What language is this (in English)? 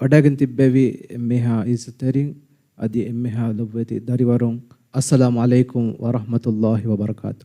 Divehi